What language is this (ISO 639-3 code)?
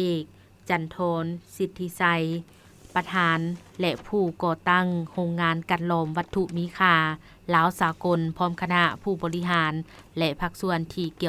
lao